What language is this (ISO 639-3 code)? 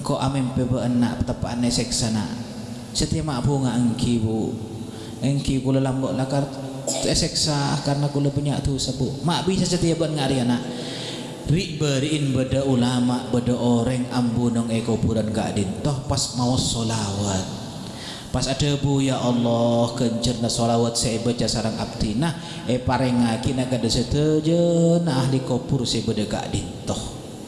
mad